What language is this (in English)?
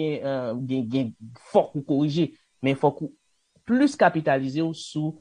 Haitian Creole